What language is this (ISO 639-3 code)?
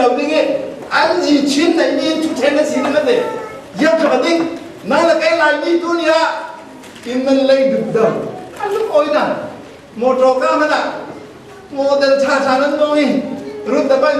cfm